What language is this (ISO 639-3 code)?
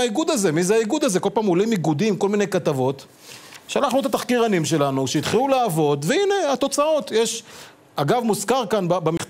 heb